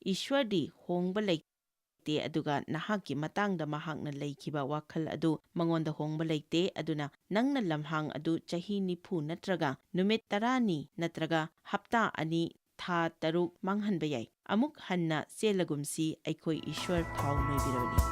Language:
Manipuri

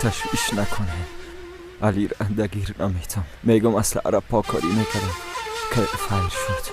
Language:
Persian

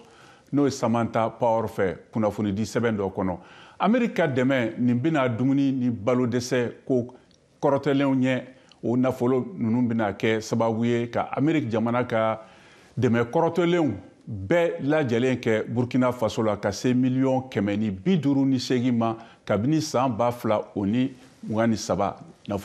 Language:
Bambara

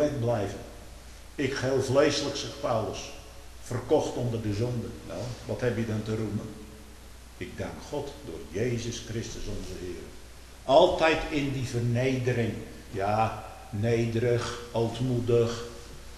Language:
Dutch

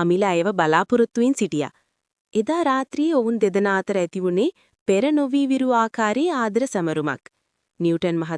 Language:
Sinhala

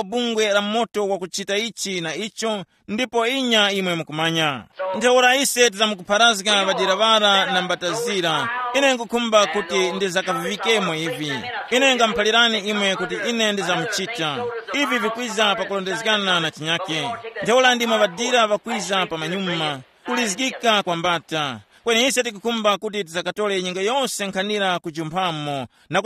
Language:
Tumbuka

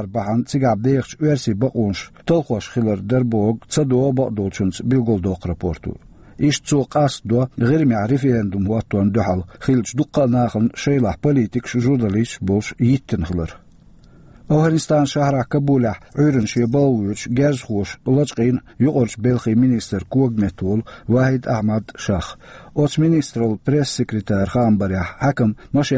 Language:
Chechen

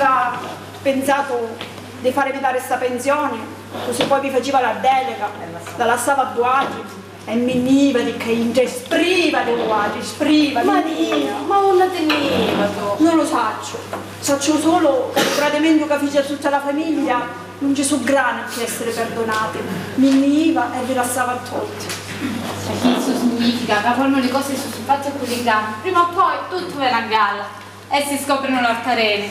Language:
Sicilian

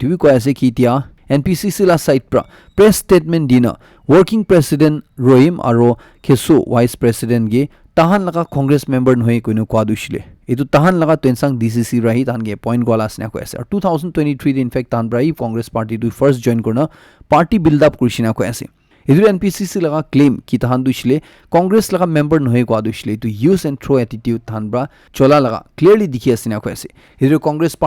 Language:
Naga Pidgin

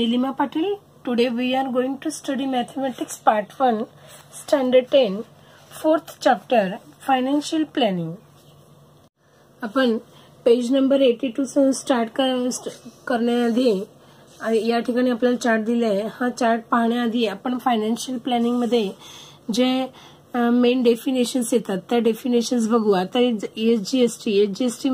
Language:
Marathi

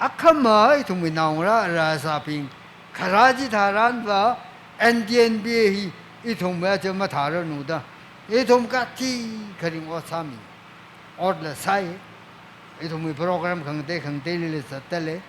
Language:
Tangkhul Naga (India)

